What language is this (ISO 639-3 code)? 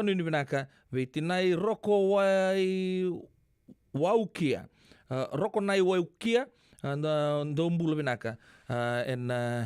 fij